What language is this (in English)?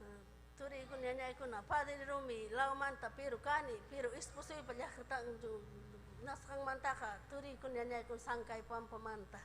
Ayacucho Quechua